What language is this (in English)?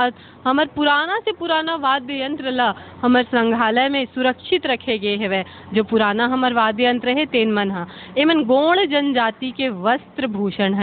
Chhattisgarhi